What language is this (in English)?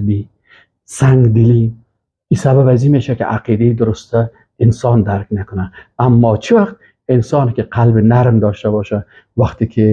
Persian